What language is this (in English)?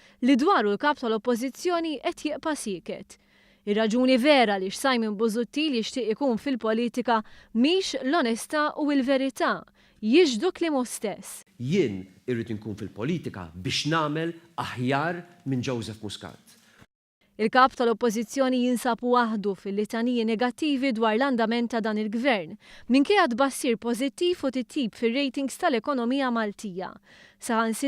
Maltese